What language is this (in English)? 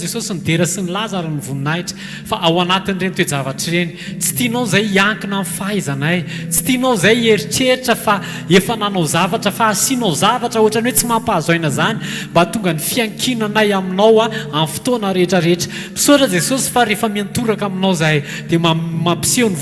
Malagasy